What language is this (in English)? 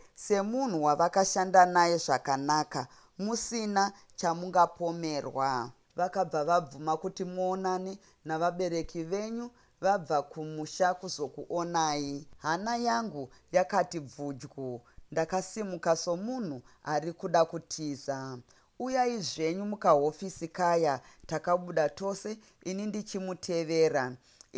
Shona